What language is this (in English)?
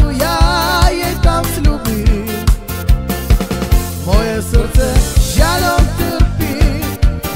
Slovak